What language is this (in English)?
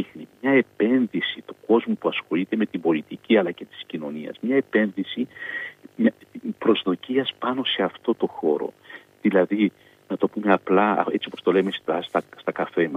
Greek